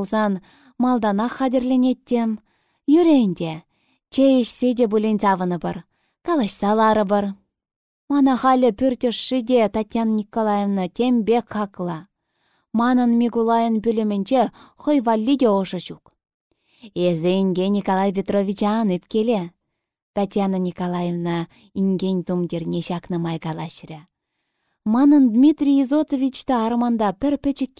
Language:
Chuvash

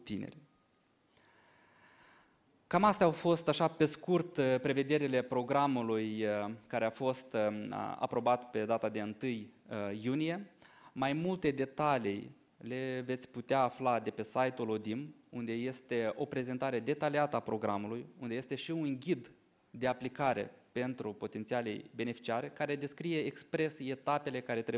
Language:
Romanian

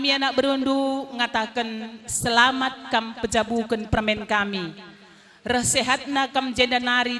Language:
Batak Karo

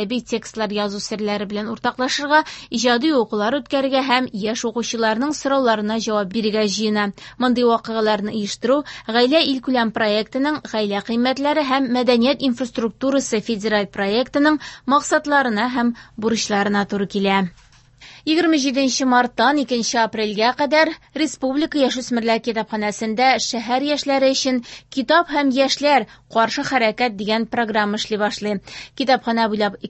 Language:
Tatar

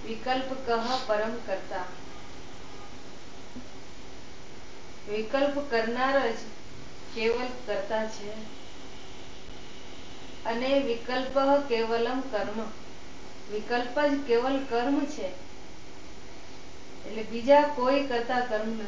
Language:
Gujarati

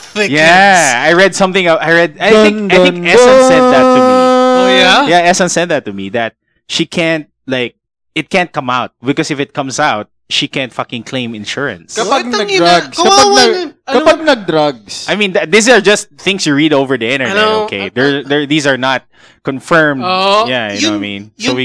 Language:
Filipino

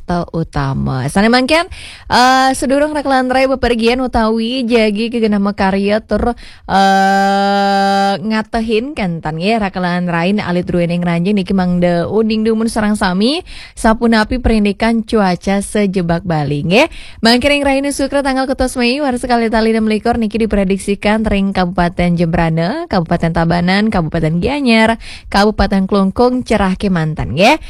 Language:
Balinese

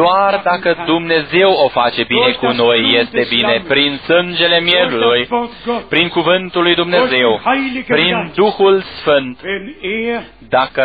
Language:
Romanian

